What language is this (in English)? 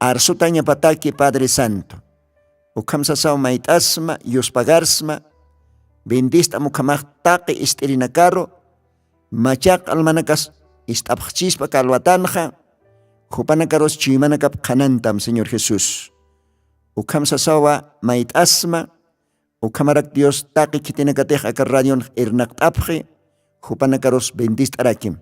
Aymara